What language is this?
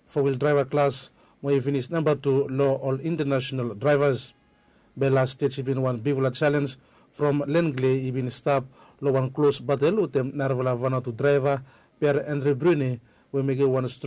Bislama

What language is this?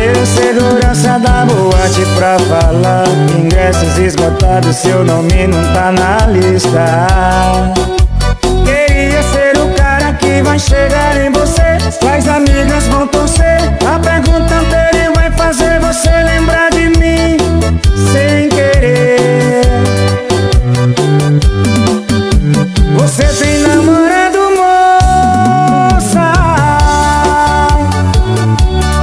Portuguese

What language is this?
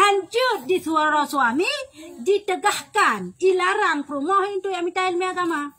Achinese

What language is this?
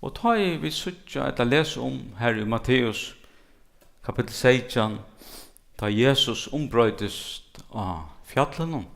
Faroese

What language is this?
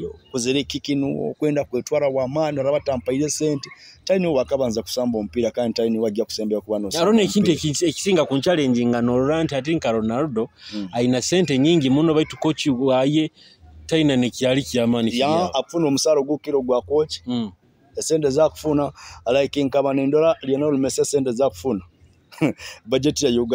Nyoro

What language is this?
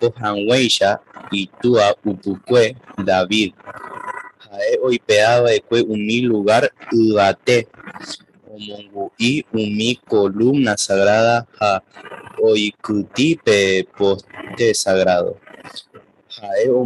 Guarani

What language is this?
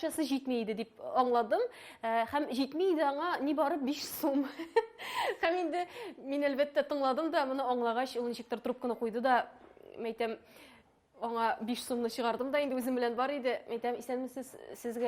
Tatar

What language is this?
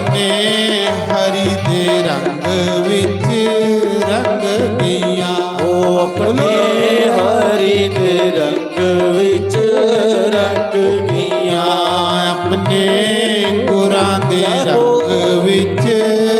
Dogri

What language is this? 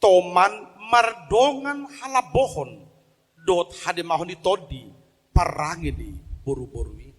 Batak Toba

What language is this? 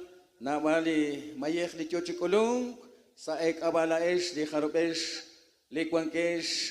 Kekchí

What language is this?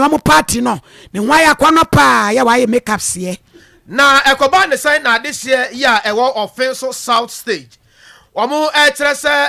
Akan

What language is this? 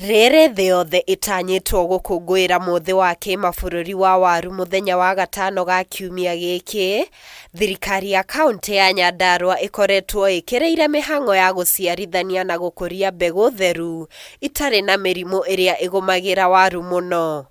Kikuyu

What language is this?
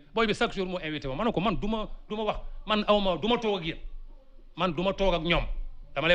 Wolof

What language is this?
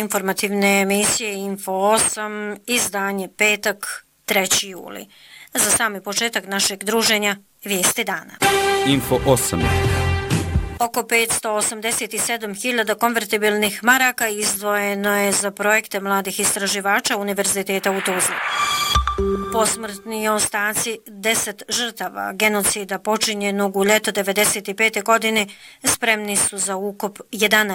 Bosnian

